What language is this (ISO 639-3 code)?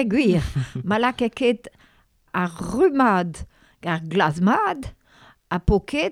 bre